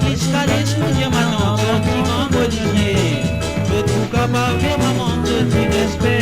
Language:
Morisyen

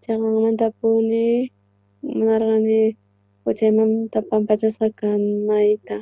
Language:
South Bolivian Quechua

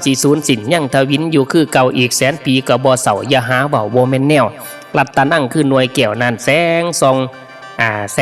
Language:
Northeastern Thai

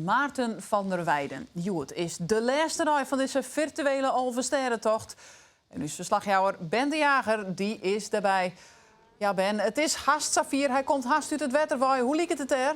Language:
Western Frisian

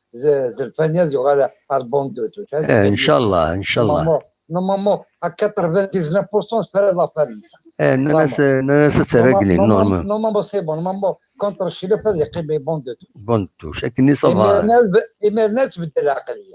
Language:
Kabyle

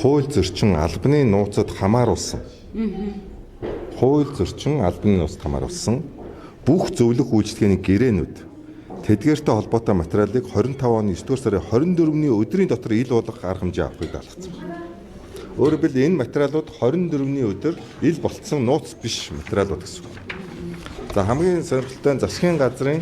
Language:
Mongolian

